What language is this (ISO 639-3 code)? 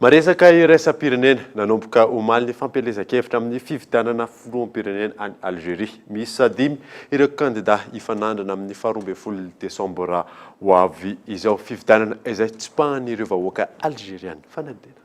mlg